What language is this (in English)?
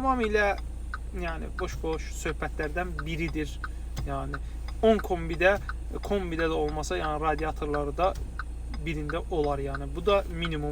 Azerbaijani